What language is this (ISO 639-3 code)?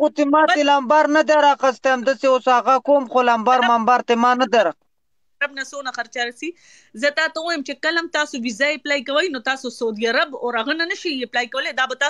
pus